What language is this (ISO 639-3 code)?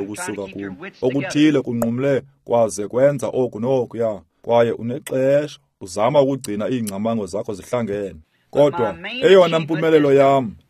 xho